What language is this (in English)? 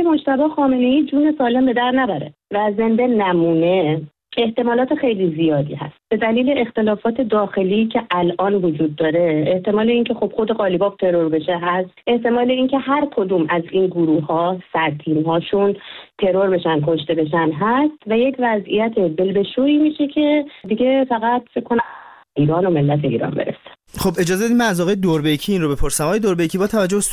Persian